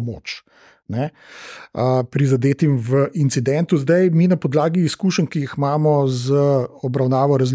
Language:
Slovenian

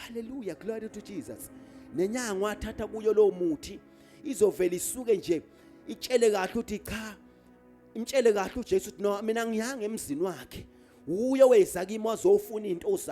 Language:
Zulu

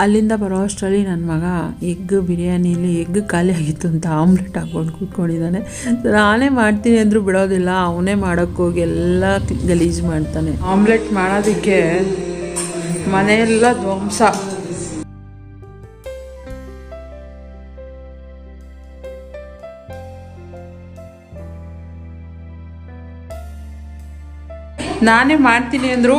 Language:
Kannada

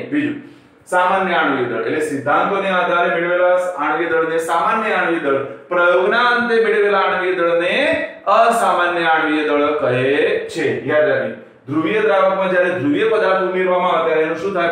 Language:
Gujarati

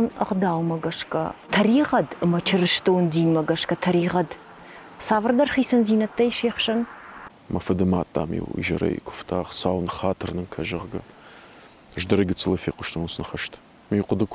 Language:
Ossetic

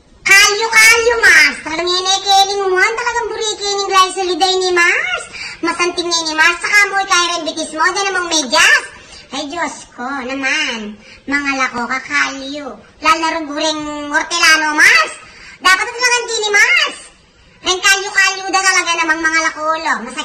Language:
Pampanga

